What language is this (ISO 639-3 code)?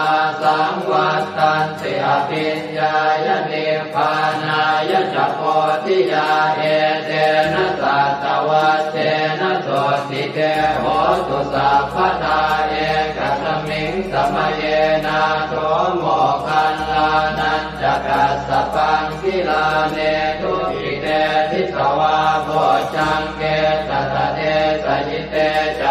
pli